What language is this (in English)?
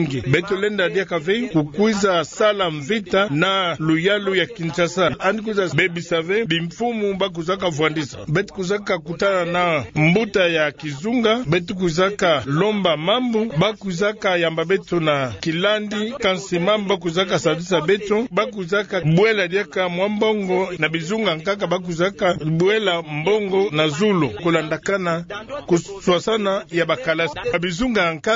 Kituba (Democratic Republic of Congo)